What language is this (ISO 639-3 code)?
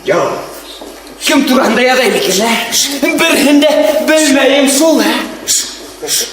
bak